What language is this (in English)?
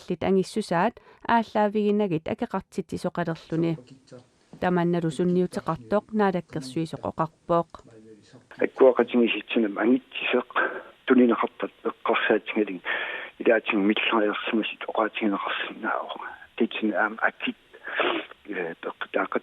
Kalaallisut